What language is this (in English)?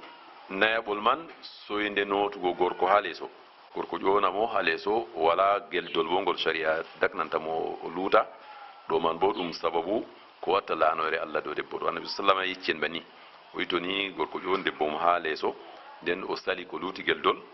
Fula